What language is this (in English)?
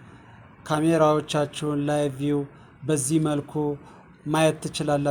Amharic